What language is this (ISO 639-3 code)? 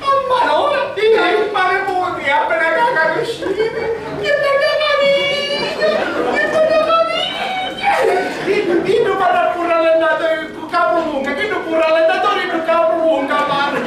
scn